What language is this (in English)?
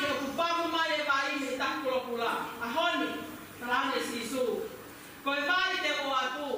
Tongan